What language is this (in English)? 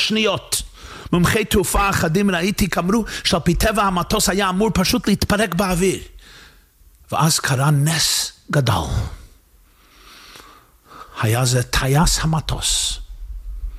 Hebrew